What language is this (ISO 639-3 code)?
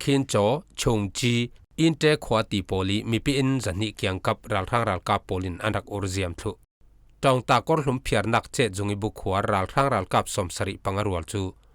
cfm